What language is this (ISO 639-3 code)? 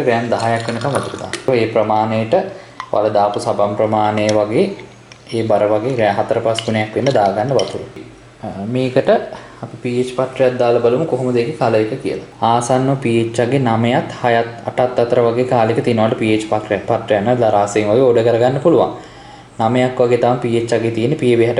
sin